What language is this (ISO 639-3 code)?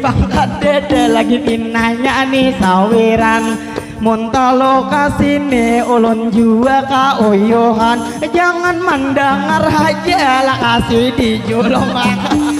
bjn